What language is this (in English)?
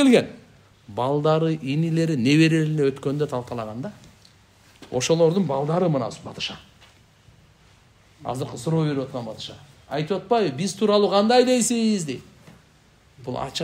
Kyrgyz